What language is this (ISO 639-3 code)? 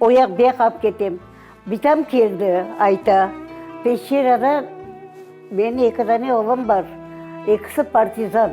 crh